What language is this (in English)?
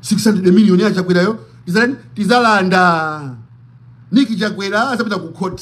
Nyanja